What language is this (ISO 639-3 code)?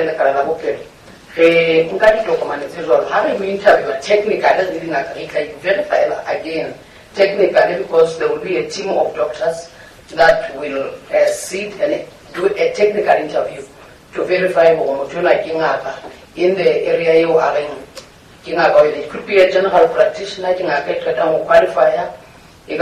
sot